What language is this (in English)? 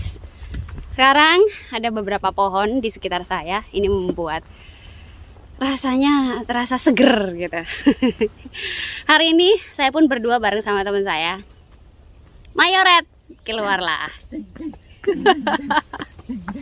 Indonesian